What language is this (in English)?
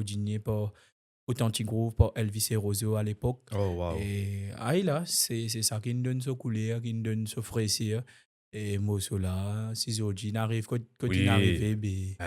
Morisyen